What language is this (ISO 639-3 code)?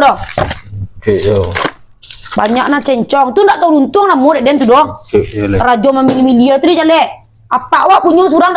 min